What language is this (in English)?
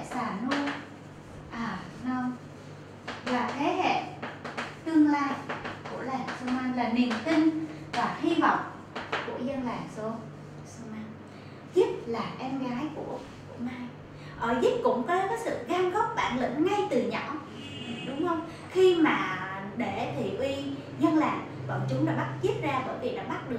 Vietnamese